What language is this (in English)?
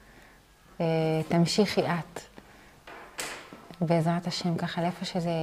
Hebrew